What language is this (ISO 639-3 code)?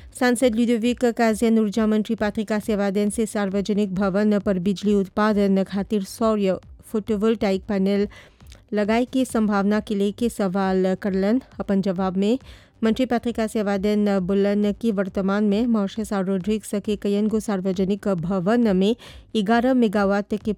bho